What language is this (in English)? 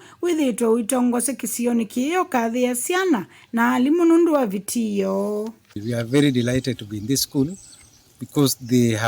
Kamba